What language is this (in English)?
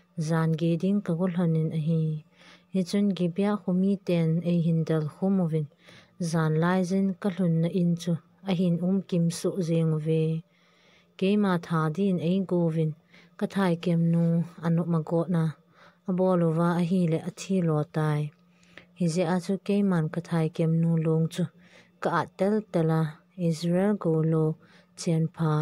Thado Chin